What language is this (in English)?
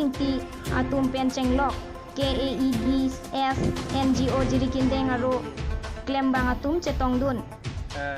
Karbi